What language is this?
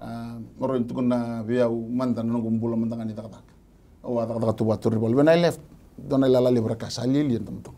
Fijian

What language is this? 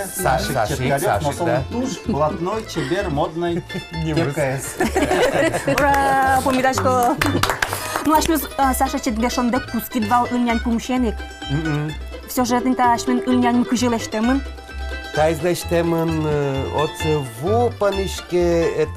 Udmurt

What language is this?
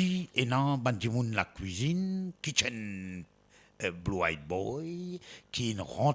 Morisyen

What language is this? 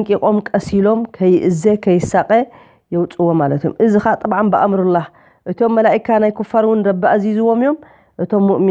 Tigrinya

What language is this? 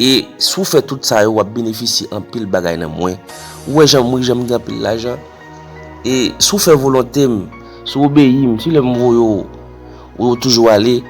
Haitian Creole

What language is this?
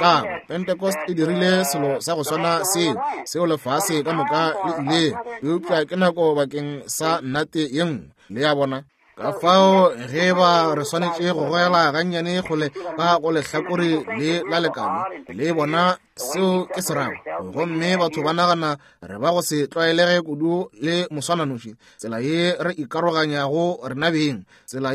Northern Sotho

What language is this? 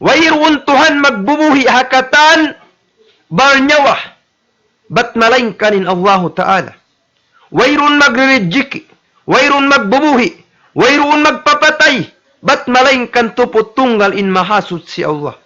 Tausug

